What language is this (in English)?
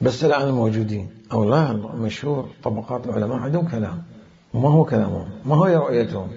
Mesopotamian Arabic